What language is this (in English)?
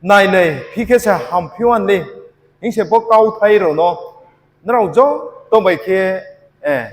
Riang (India)